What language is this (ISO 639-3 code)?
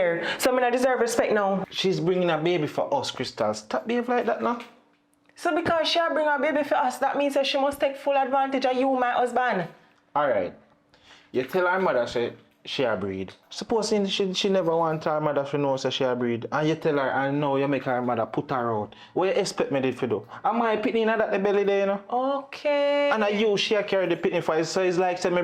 jam